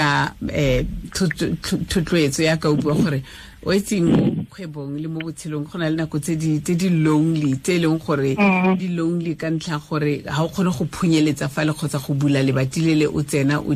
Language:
Tswana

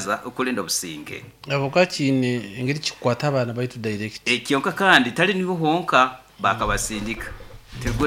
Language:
Nyoro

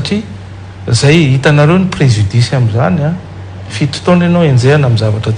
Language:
Malagasy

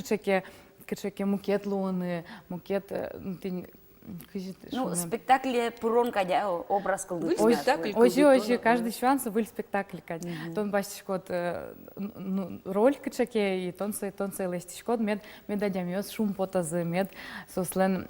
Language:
Udmurt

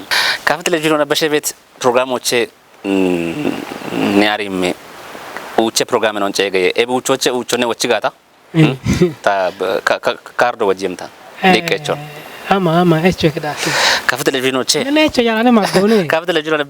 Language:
Kafa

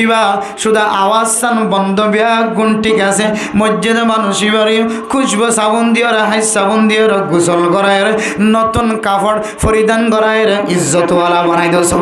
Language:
Rohingya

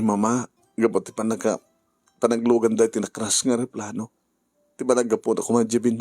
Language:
Iloko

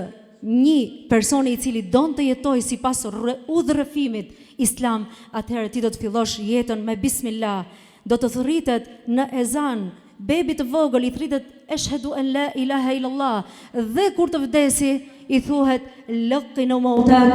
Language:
Albanian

